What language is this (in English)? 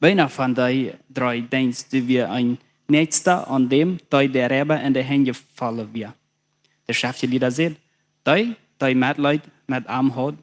Plautdietsch